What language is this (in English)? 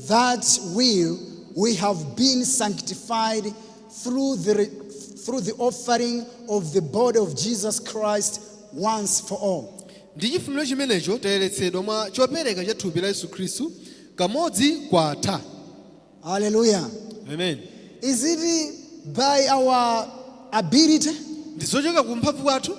Nyanja